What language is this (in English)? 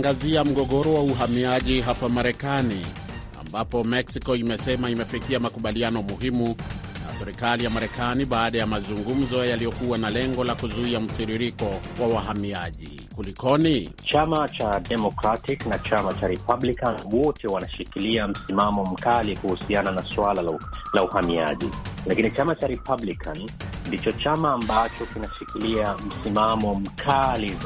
Swahili